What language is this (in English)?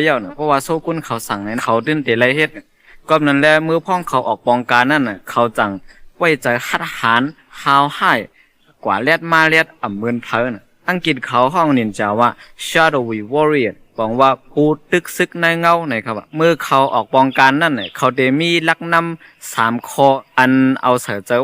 Shan